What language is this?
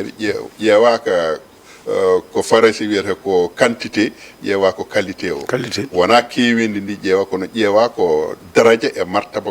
Fula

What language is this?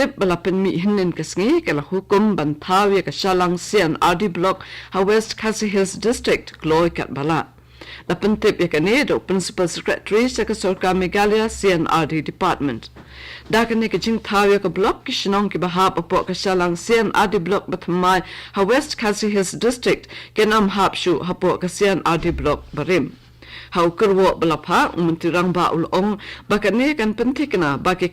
Khasi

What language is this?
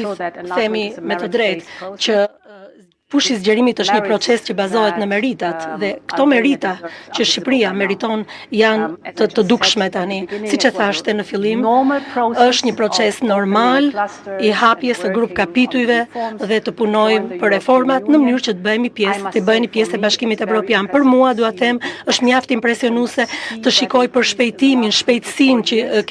Albanian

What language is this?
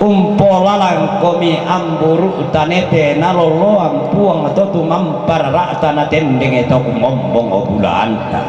Toraja-Sa'dan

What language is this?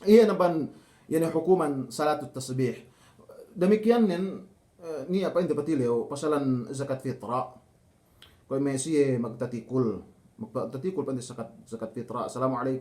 Yakan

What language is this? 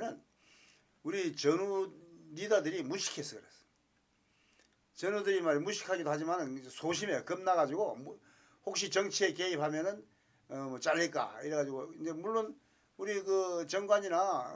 Korean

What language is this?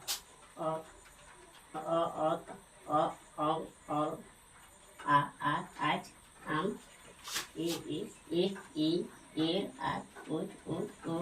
Santali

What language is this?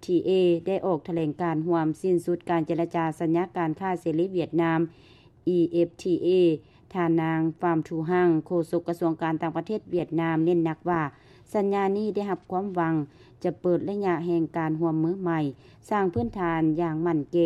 Lao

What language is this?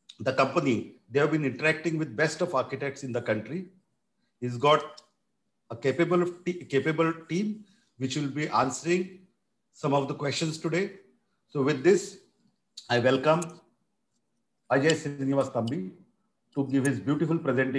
English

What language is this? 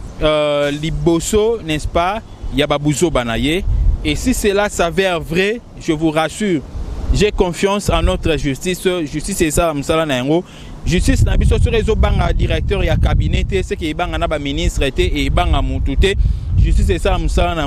Lingala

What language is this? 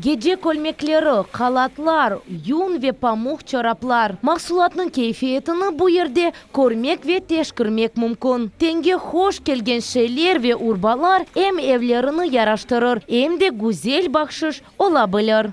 Crimean Tatar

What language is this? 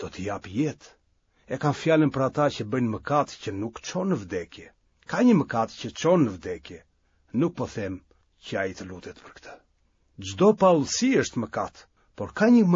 Albanian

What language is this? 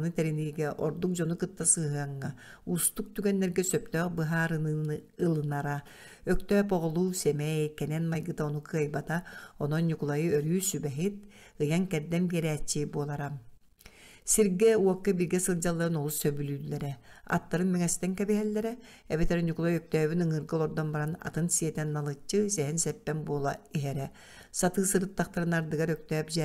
Yakut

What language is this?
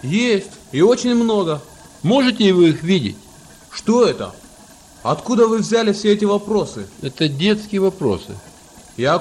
Russian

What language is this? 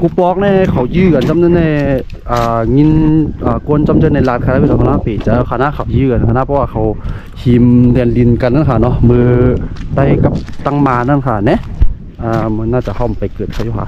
Shan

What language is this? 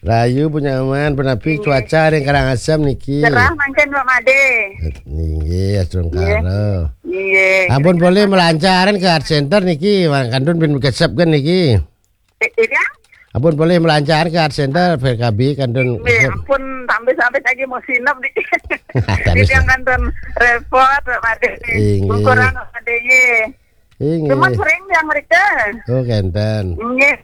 Balinese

